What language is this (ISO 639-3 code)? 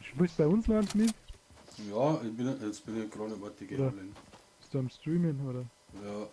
bar